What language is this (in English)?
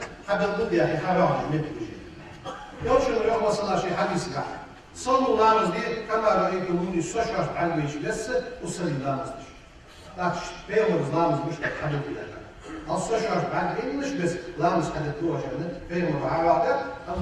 Ingush